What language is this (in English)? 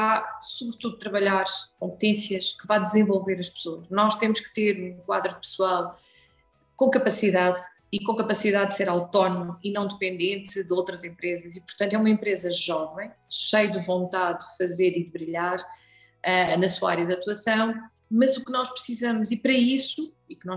Portuguese